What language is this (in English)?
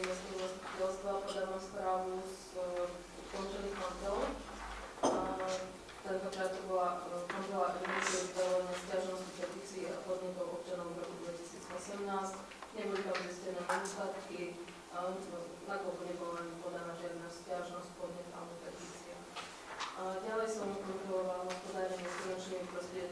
Slovak